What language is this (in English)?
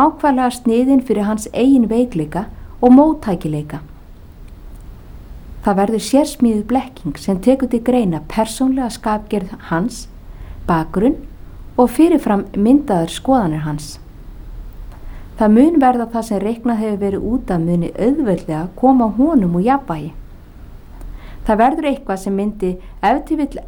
Icelandic